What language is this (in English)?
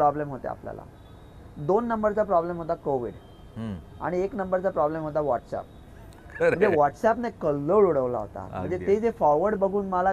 Marathi